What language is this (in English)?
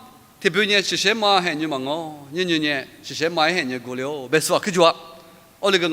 Lisu